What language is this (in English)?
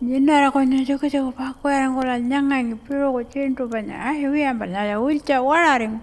Pitjantjatjara